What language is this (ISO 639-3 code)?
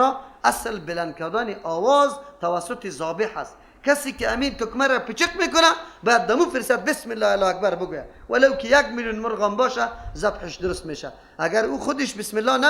fas